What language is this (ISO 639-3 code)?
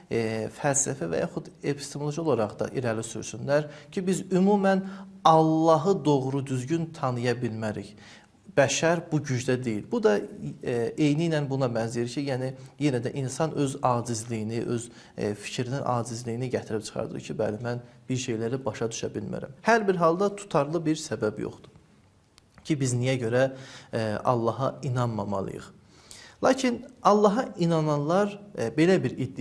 aze